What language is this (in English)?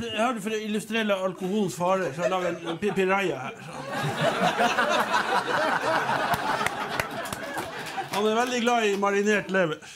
Norwegian